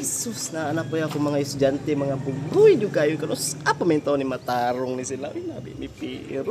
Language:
Cebuano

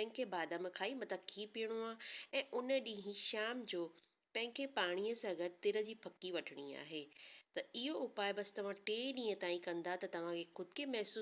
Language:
Sindhi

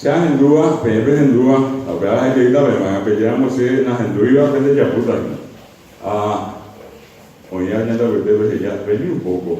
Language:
Guarani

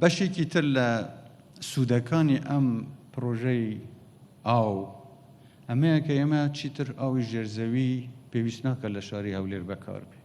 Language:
Central Kurdish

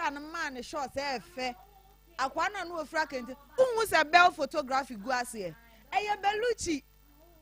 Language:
Akan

